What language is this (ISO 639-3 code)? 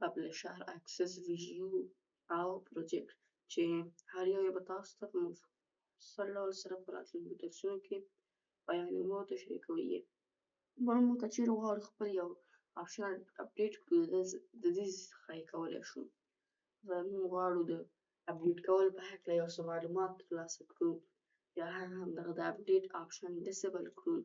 pus